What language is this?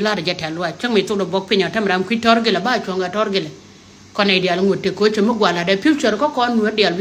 Nuer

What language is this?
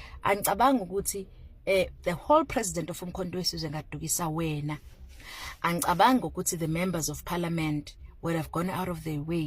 Zulu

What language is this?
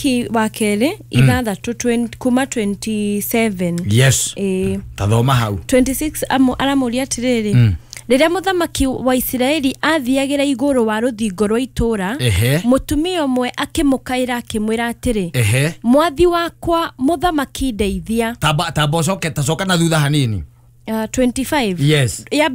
Kikuyu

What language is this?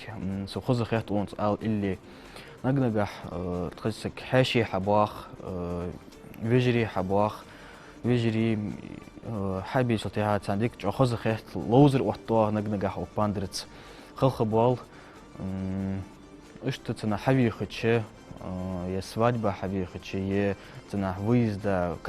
Ingush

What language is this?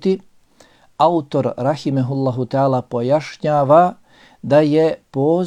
Bosnian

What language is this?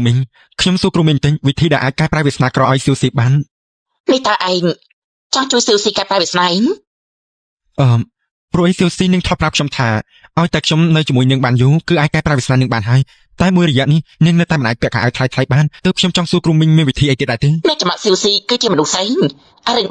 Khmer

